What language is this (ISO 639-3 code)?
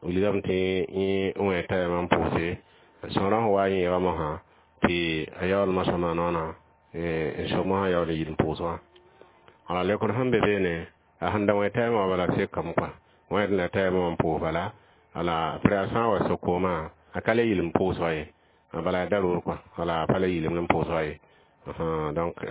mos